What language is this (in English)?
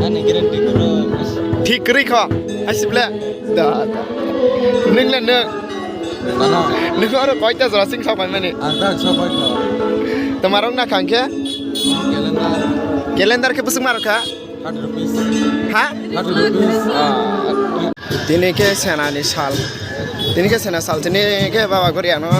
Kok Borok